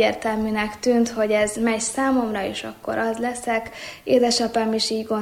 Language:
Hungarian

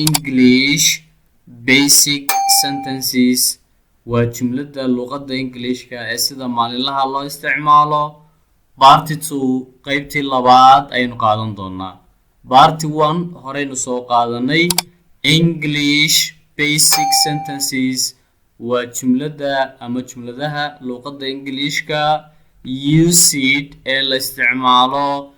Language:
Somali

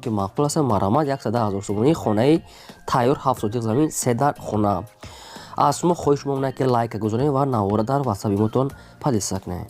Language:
Tajik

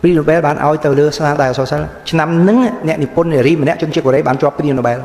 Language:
Khmer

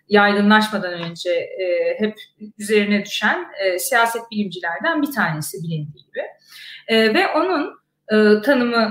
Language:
Turkish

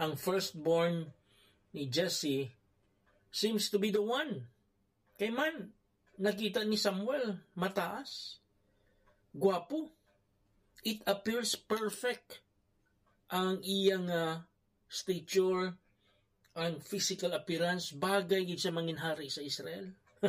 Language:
Hiligaynon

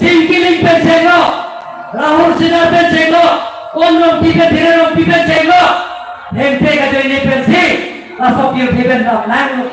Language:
Karbi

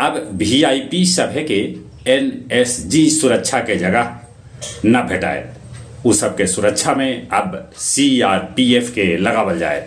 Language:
Magahi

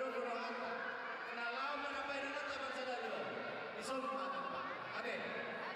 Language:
Batak Toba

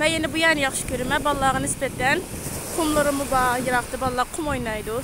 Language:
Uyghur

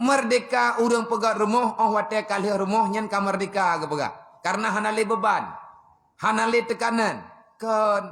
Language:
Achinese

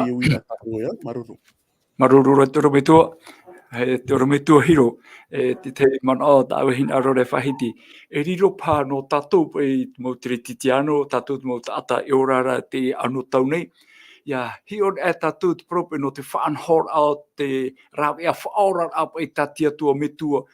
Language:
Tahitian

